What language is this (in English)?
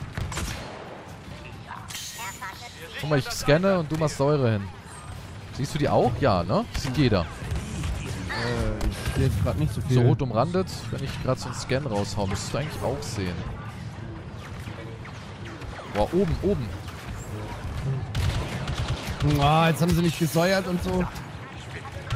German